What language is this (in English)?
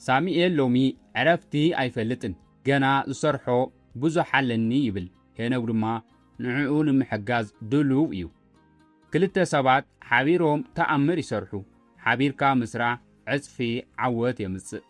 Tigrinya